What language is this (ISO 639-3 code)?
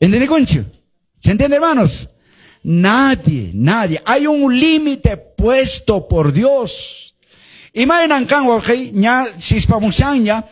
que